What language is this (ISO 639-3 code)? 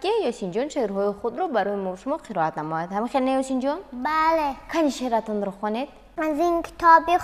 tgk